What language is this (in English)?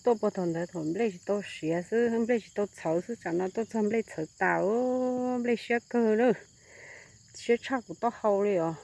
Hmong